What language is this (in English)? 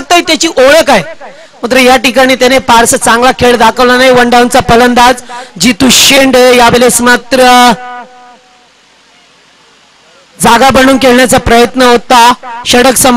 Marathi